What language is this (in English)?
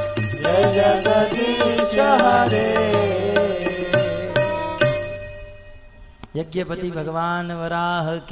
Hindi